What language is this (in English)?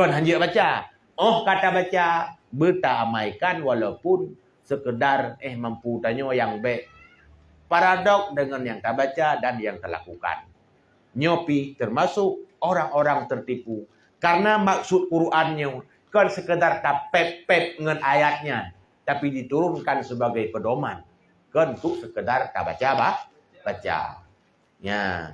Achinese